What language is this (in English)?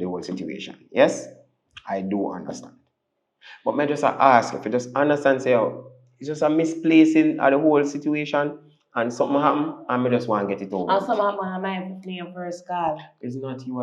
Jamaican Creole English